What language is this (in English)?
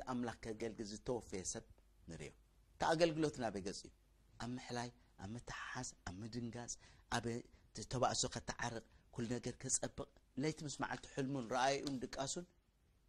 Tigrinya